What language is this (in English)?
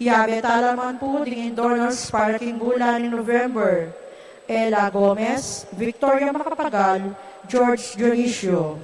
Pampanga